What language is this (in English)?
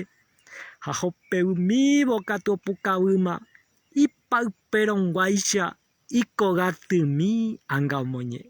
Guarani